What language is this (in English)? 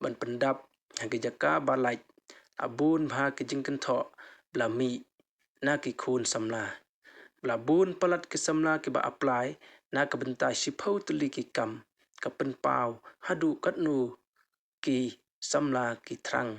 Khasi